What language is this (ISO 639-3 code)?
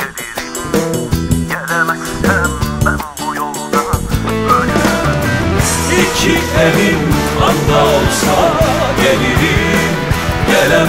tur